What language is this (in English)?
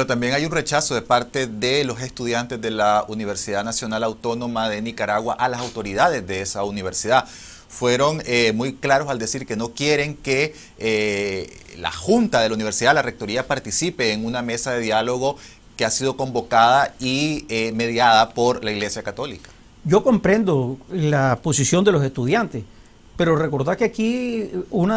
Spanish